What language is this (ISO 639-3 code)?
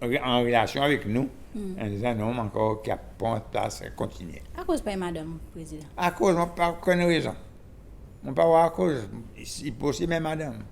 crs